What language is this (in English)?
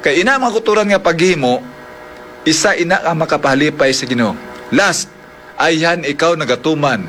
Hiligaynon